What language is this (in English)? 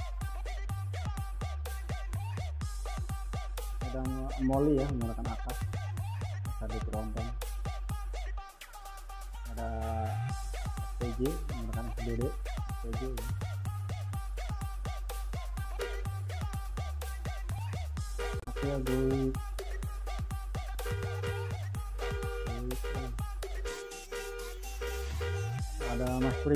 Indonesian